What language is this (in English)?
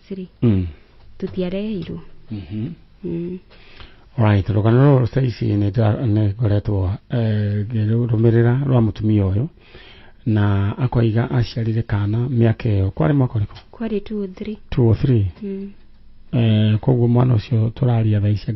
Kikuyu